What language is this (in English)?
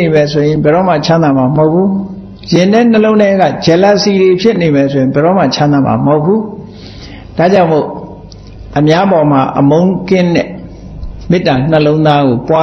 Burmese